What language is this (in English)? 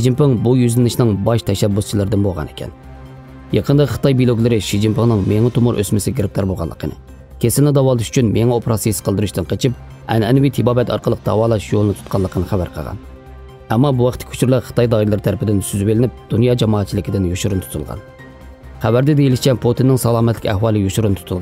Uyghur